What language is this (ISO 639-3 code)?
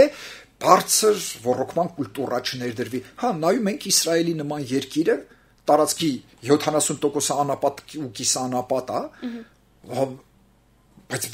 hye